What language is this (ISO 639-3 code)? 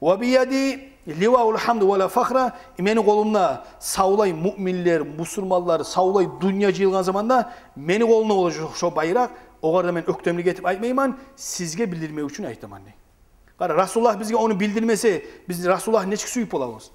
kum